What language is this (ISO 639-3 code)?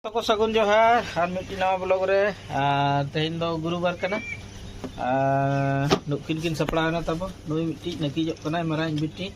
sat